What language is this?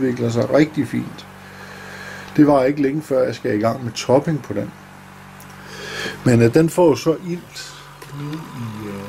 Danish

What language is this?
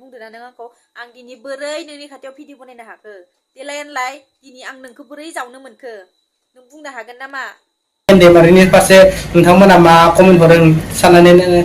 Bodo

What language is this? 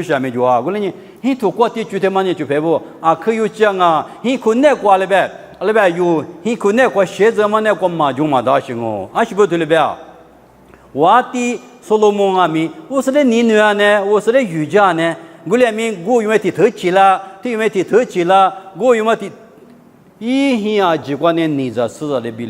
Lisu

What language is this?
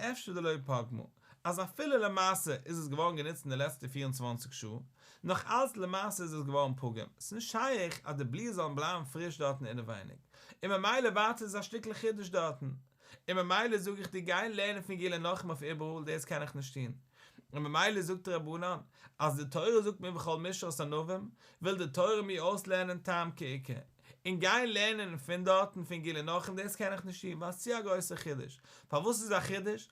Yiddish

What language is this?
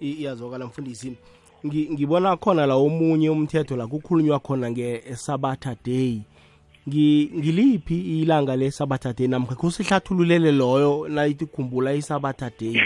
South Ndebele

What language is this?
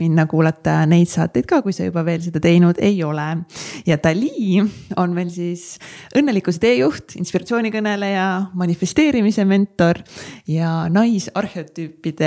Estonian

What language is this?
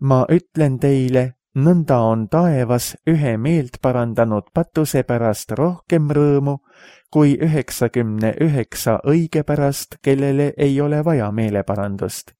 Estonian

